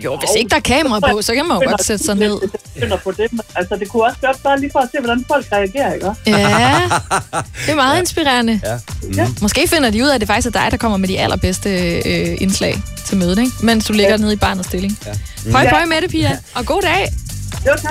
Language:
Danish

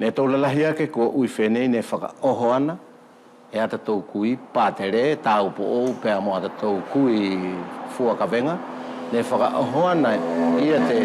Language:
Wallisian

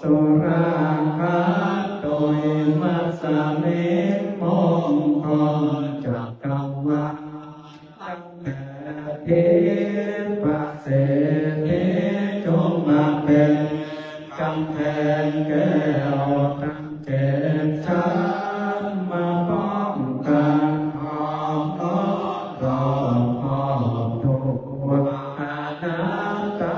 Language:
Pali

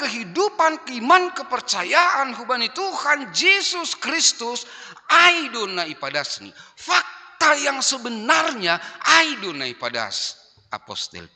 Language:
Batak Simalungun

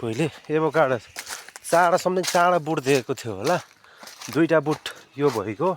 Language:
Nepali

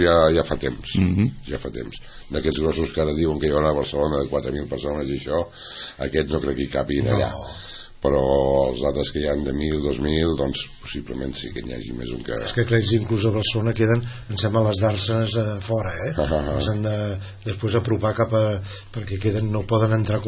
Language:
Catalan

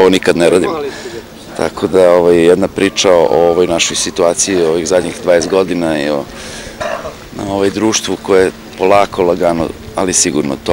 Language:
Serbian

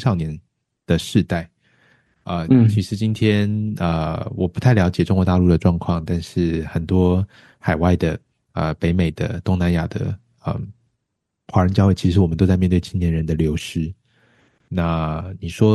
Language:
Chinese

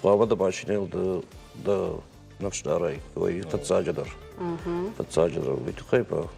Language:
Ossetic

